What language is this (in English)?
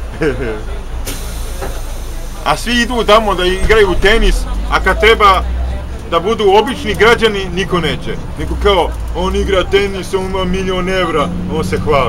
Serbian